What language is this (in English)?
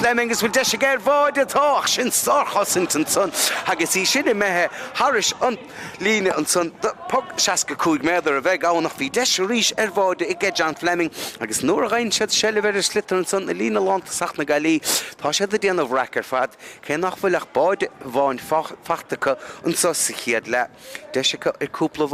Irish